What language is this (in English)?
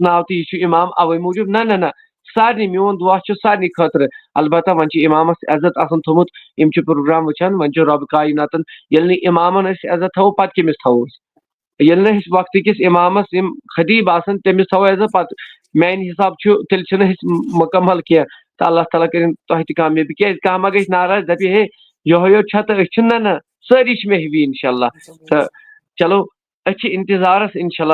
Kashmiri